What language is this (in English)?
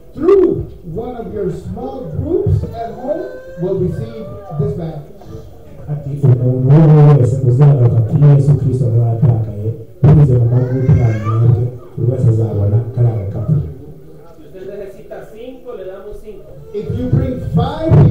Kinyarwanda